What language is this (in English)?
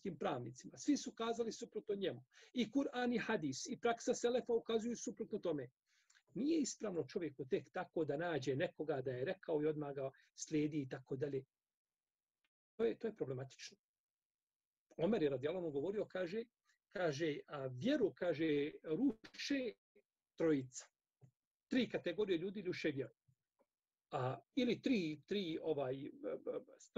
Bosnian